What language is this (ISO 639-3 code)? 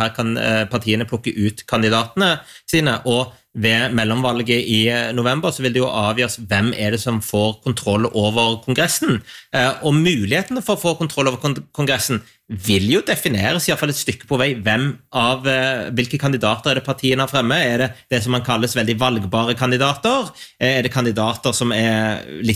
nor